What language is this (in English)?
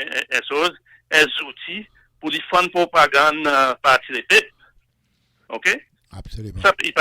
Seselwa Creole French